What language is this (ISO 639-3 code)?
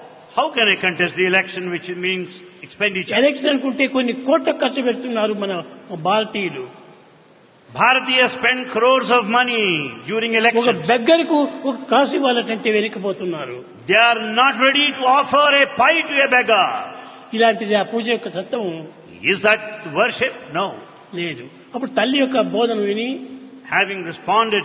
tel